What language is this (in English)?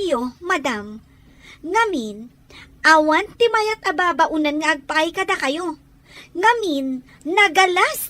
Iloko